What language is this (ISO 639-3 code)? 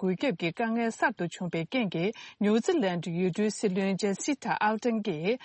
bod